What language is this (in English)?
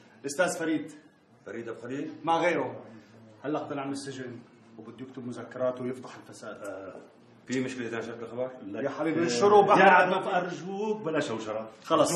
North Levantine Arabic